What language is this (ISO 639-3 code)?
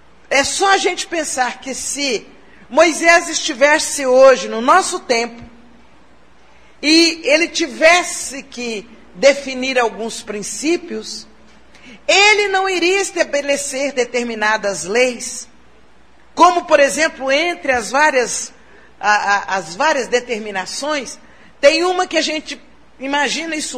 por